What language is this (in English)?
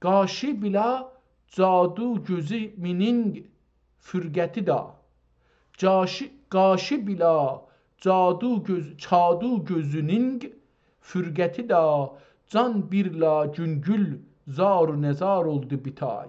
South Azerbaijani